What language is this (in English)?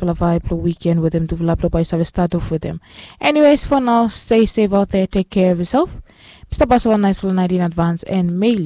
Bislama